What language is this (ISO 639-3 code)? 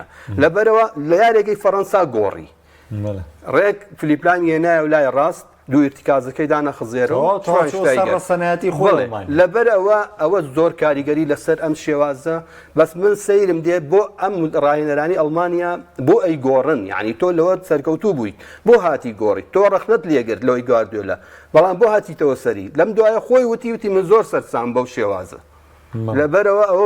ckb